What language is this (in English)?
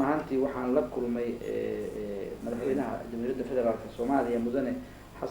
Somali